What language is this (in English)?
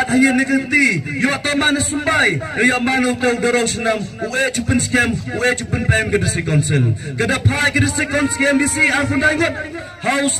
Khasi